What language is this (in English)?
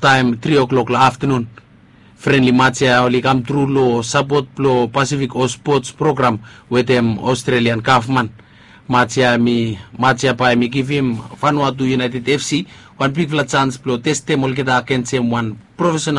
Bislama